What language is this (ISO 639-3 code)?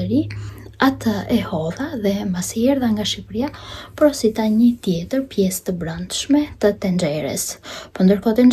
sqi